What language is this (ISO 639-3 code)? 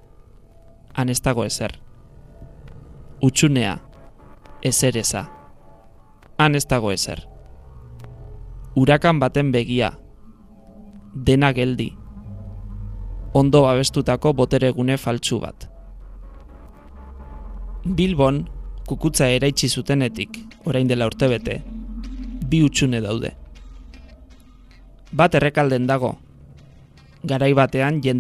eus